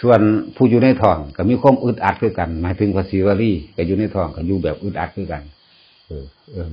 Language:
Northeastern Thai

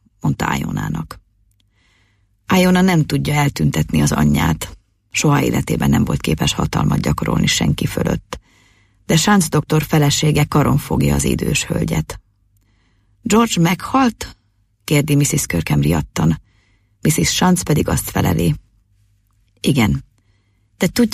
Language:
Hungarian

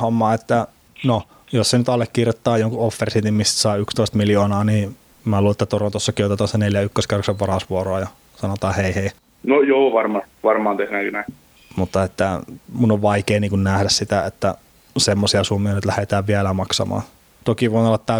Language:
Finnish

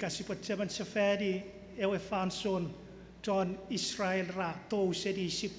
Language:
Chuukese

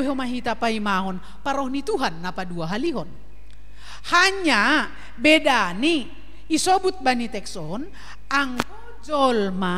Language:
Batak Simalungun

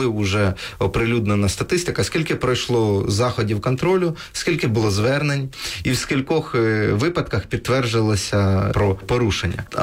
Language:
Ukrainian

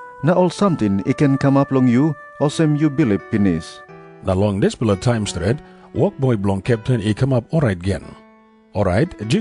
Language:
Tok Pisin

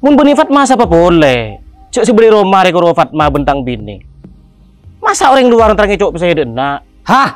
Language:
Madurese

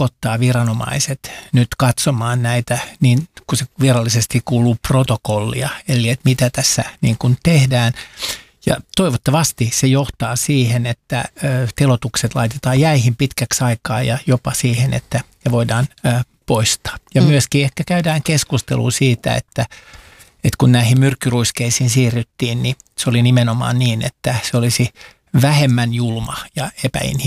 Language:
Finnish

